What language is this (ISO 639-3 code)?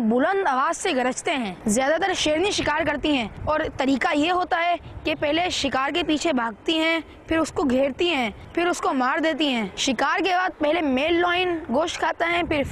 urd